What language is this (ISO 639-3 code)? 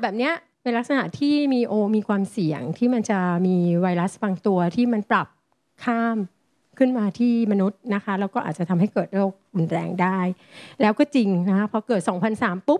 tha